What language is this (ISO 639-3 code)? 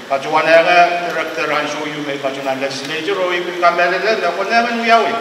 pon